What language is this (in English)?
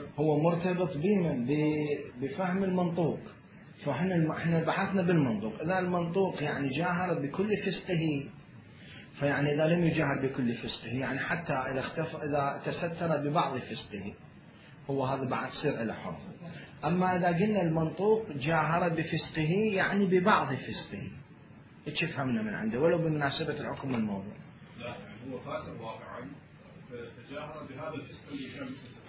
Mesopotamian Arabic